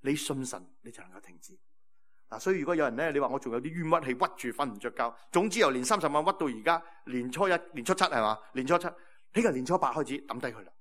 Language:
Cantonese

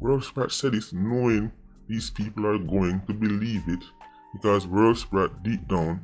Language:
Jamaican Creole English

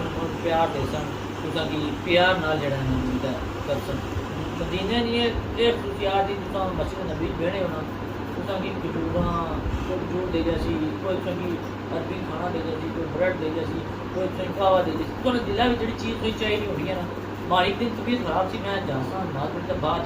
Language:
Pahari-Potwari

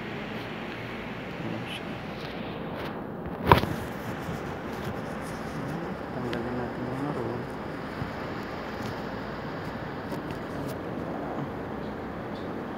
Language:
Filipino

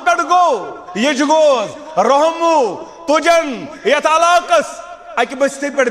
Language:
Kashmiri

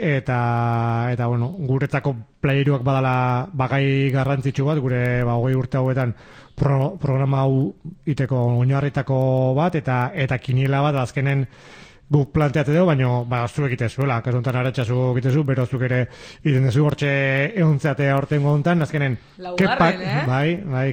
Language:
Basque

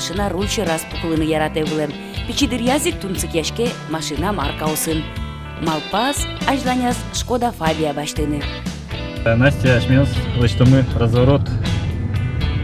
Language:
Udmurt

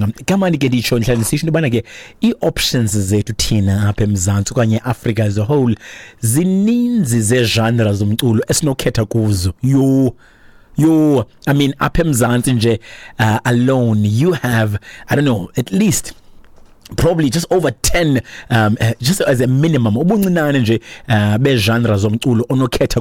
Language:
Xhosa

